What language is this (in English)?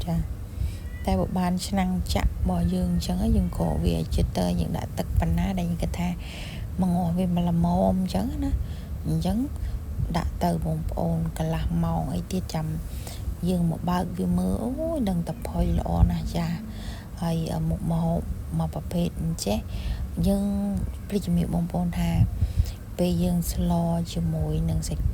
Khmer